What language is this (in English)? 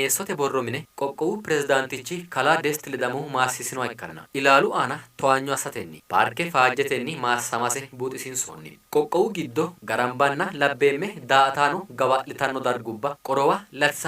Sidamo